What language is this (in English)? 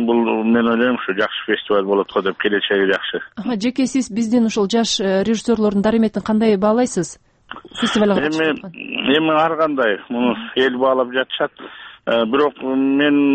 Kyrgyz